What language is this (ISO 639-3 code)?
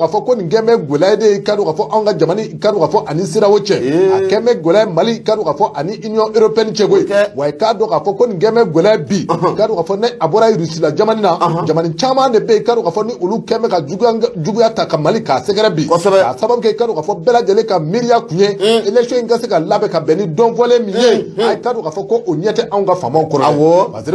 bam